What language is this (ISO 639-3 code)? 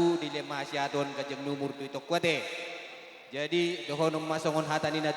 bbc